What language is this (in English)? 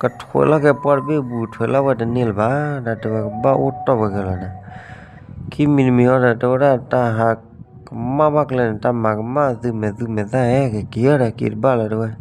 S'gaw Karen